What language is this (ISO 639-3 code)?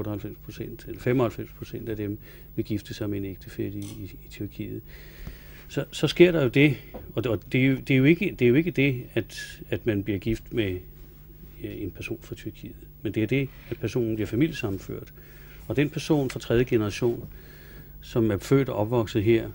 dan